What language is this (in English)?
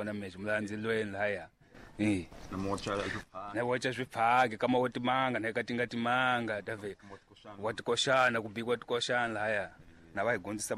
Tsonga